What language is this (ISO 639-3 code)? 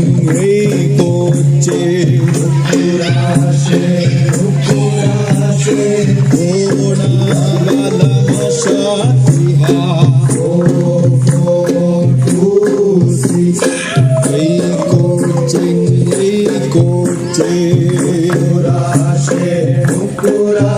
div